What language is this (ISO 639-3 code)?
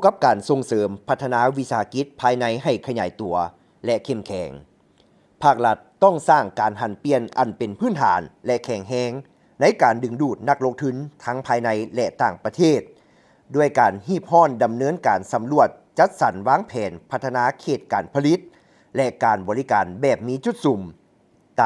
lao